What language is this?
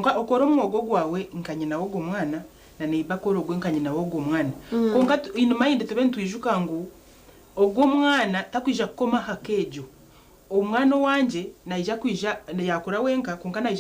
Nyankole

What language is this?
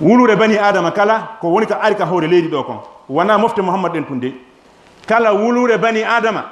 Fula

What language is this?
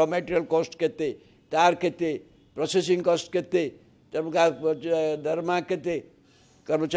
Odia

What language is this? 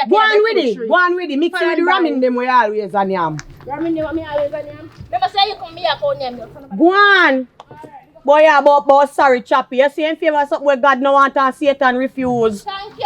Jamaican Creole English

